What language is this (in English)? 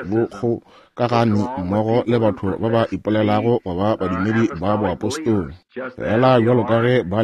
Northern Sotho